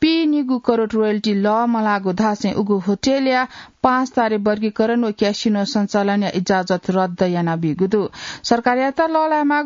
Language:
Newari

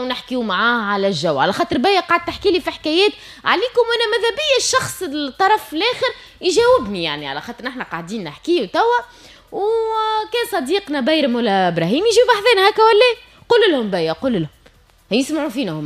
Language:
Tunisian Arabic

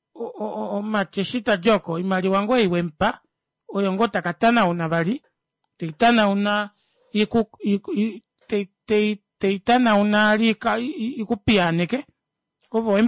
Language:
Kuanyama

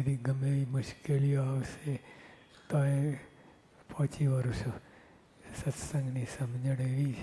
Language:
Gujarati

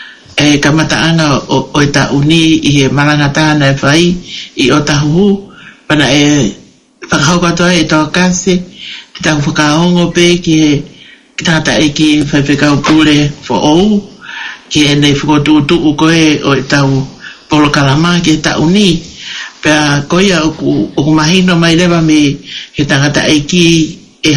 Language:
Tongan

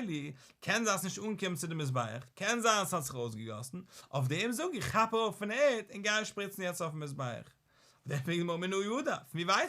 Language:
Yiddish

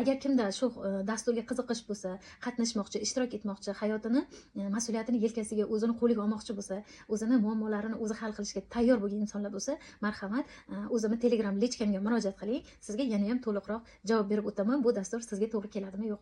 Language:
Uzbek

